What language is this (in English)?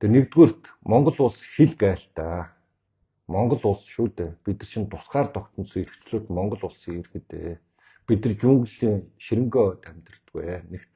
Mongolian